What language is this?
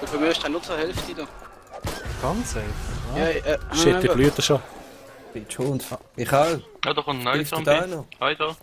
Swiss German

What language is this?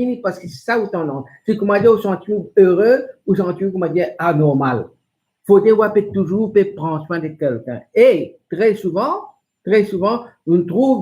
Morisyen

